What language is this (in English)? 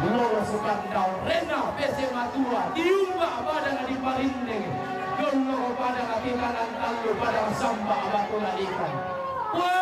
Toraja-Sa'dan